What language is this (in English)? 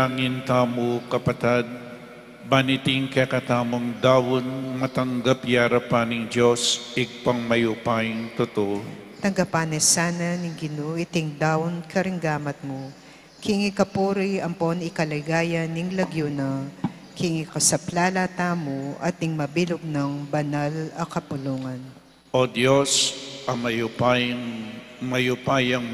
Pampanga